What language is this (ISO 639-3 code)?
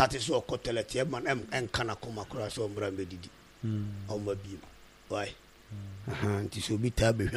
aka